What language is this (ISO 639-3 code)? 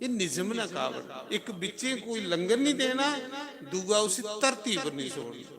doi